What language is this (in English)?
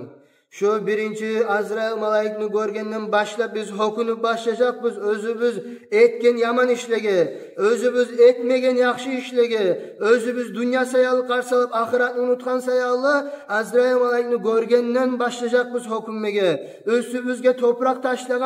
Kumyk